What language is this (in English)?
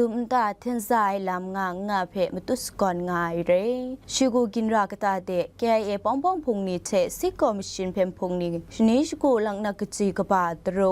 Kachin